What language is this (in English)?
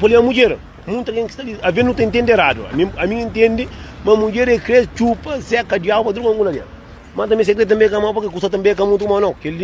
Kabuverdianu